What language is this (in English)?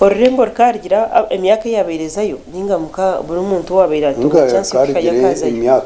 Nyankole